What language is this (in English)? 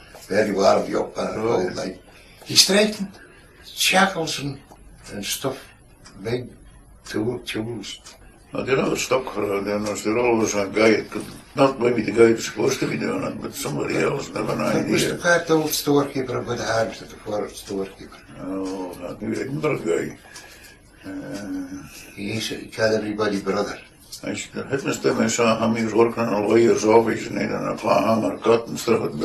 Scots